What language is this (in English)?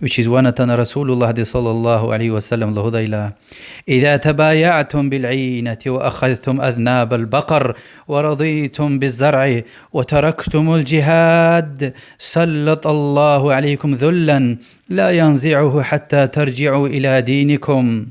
Lezghian